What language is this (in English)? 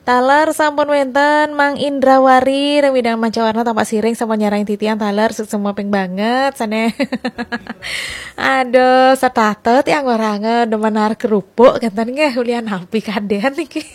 Balinese